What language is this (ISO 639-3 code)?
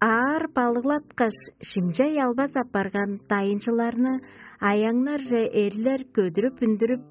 tyv